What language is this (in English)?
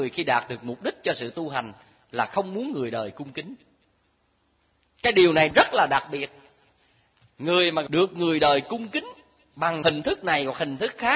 Vietnamese